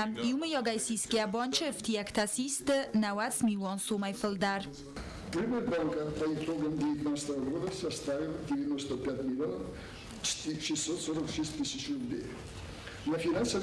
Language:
Ossetic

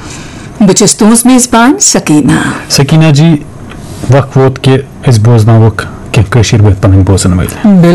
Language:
Kashmiri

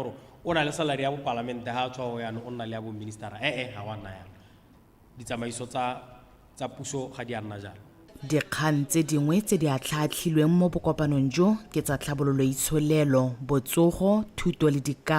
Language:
Tswana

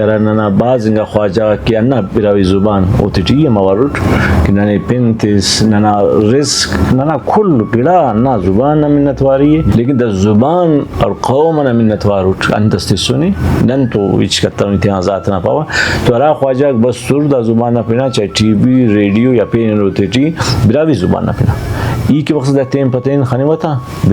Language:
Brahui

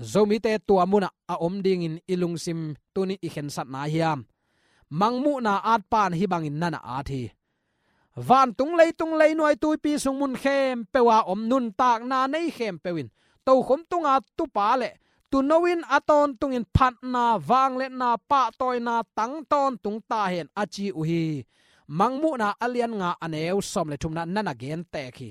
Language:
Tedim Chin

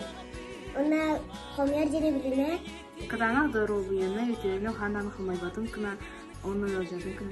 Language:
Yakut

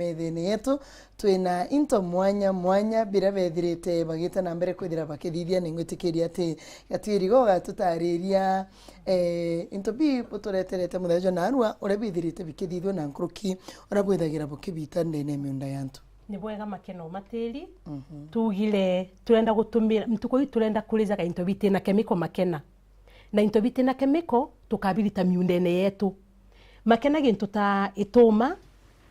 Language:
Meru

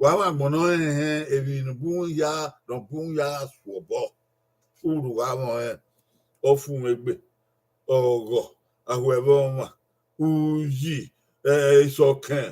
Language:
Bini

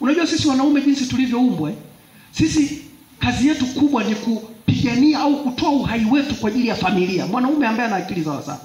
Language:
Swahili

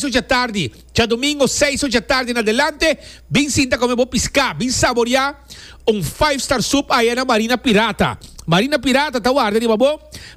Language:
Papiamento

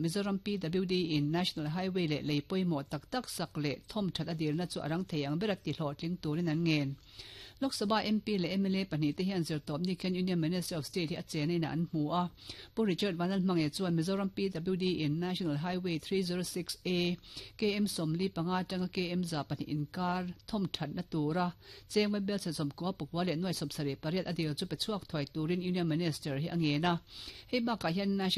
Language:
Mizo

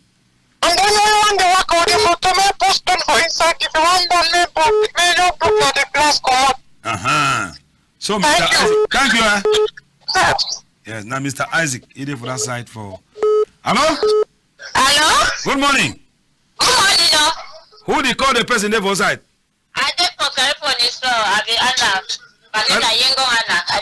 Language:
Cameroon Pidgin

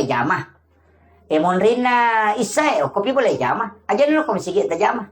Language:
Buginese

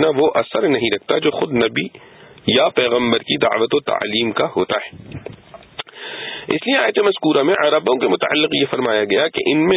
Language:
Urdu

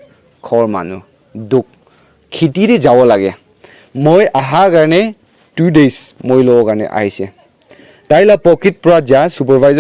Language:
Naga Pidgin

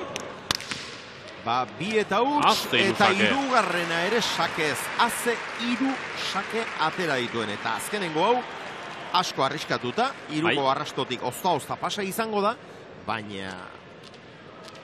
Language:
Basque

